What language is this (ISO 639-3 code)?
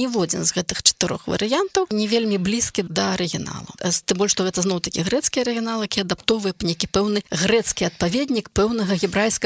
bel